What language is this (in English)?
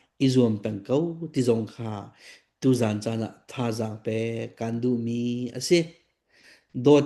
Hakha Chin